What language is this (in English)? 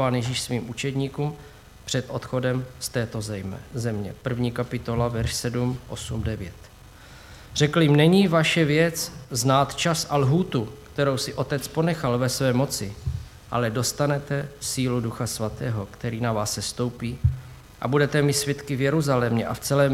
Czech